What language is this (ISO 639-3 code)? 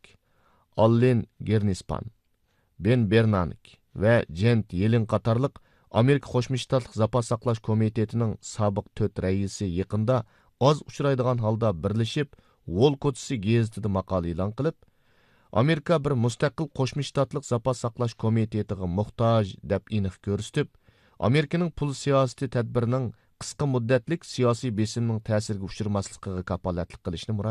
uig